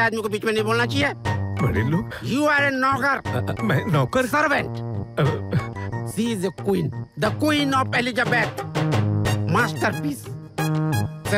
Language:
Hindi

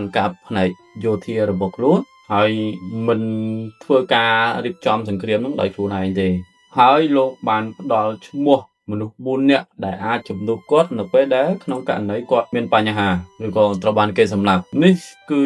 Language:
Khmer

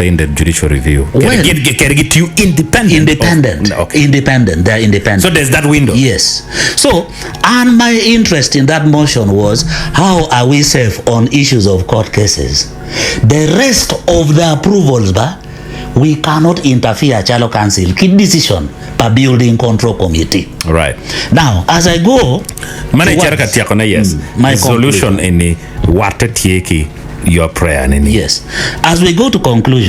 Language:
Acoli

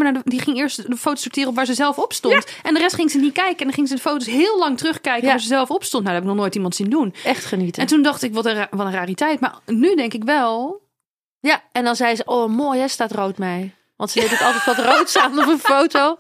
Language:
Dutch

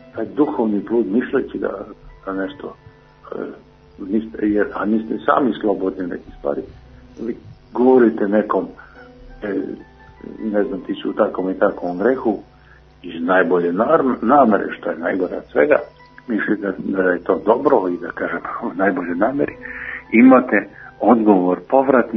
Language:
Serbian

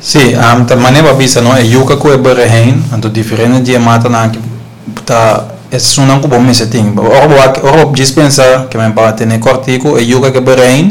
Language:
Papiamento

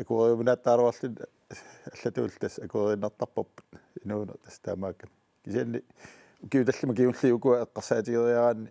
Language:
Kalaallisut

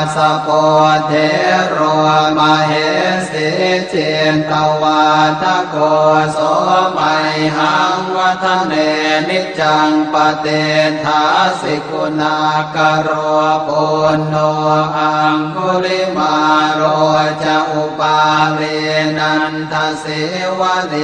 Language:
Pali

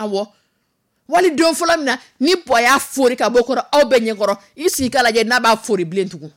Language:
Dyula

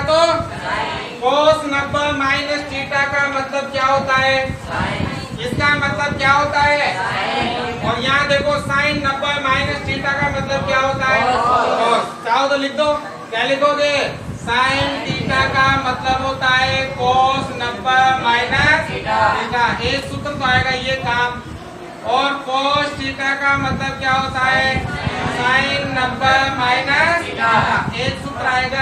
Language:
Hindi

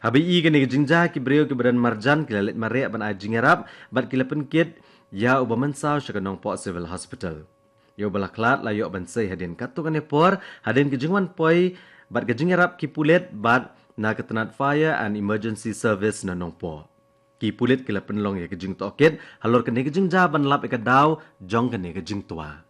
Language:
Khasi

